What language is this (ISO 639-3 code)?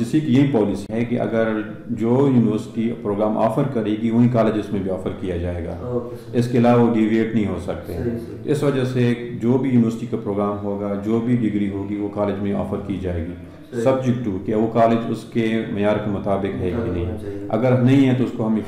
urd